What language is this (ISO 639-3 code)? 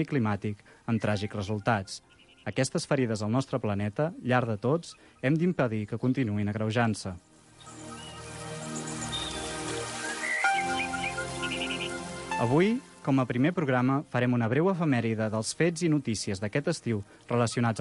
cat